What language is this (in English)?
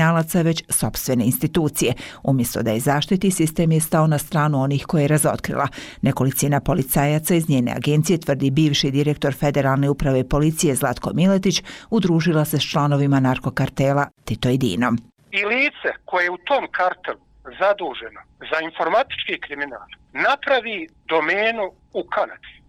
Bosnian